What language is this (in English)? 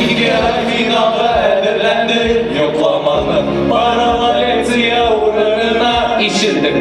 Bashkir